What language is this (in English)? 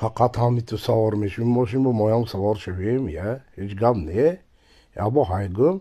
Tajik